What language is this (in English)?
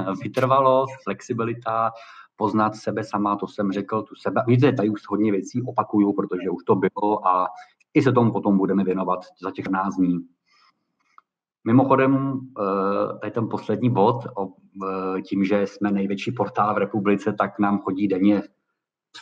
Czech